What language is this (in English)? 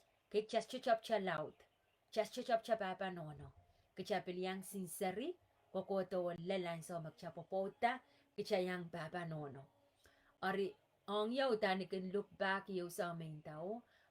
Pohnpeian